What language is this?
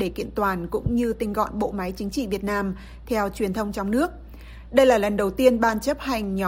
Vietnamese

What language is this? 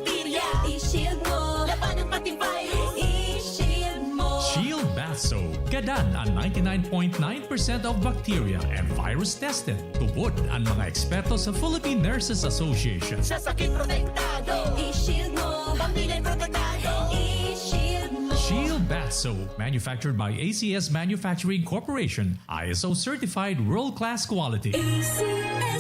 Bikol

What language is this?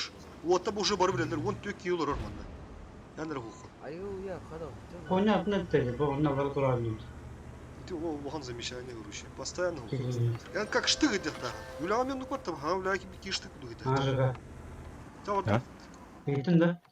Yakut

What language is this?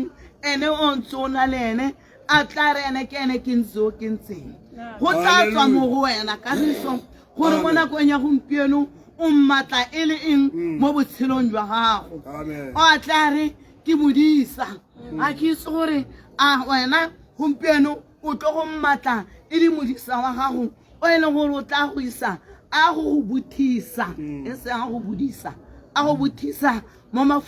Tswana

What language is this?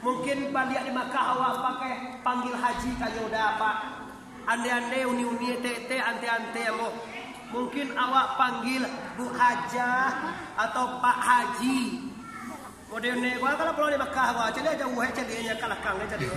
Minangkabau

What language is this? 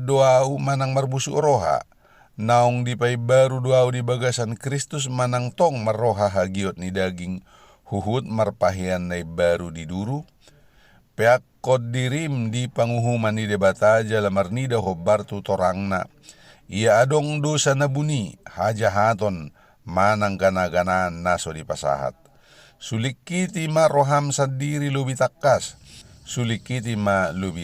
Batak Toba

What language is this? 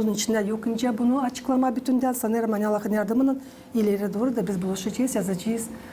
Gagauz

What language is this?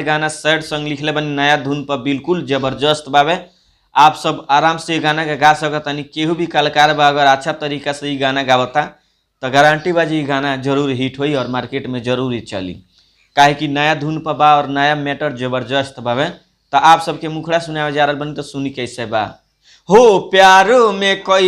Bhojpuri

